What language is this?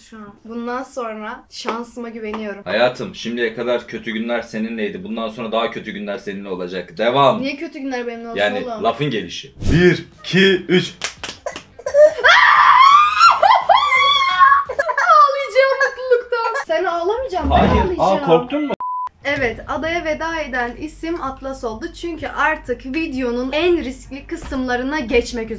Turkish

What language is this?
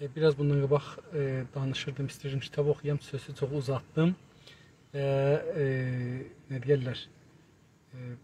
South Azerbaijani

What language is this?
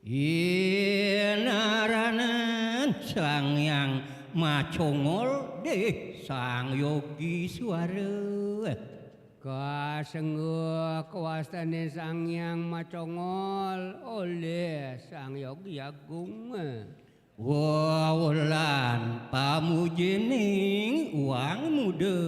Balinese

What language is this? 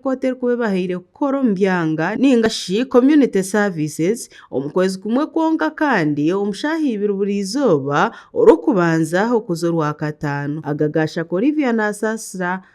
Nyankole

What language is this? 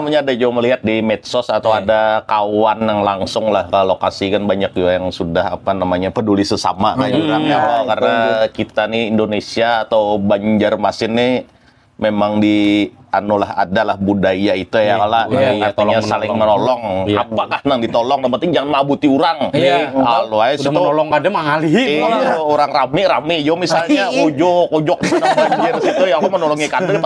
Banjar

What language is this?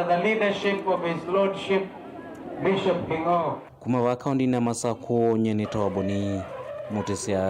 Kamba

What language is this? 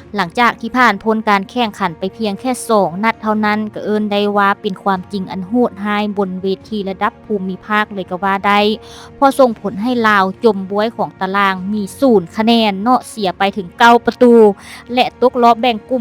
Lao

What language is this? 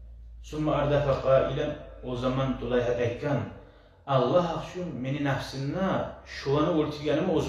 Kumyk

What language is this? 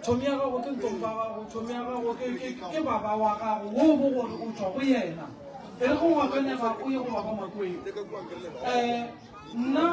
Northern Sotho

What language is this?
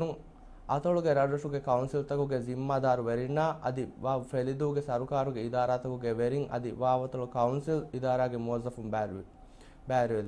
Divehi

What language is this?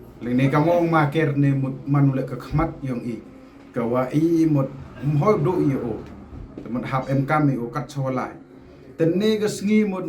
Pnar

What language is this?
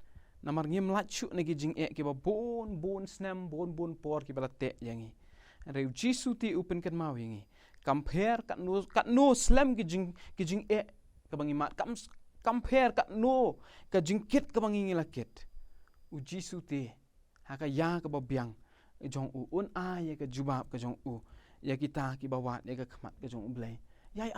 Khasi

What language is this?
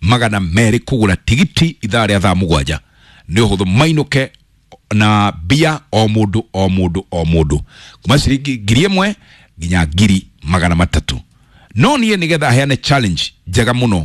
Kikuyu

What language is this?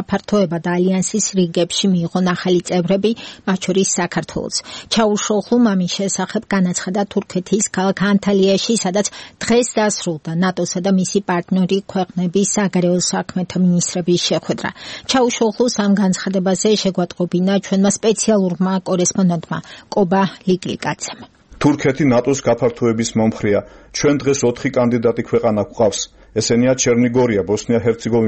Georgian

